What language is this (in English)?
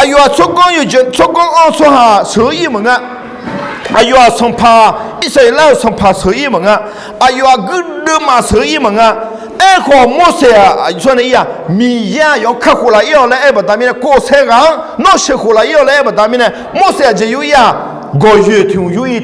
Akha